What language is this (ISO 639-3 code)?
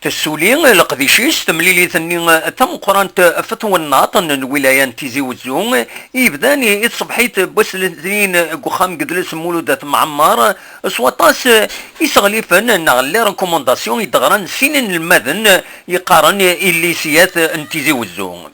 kab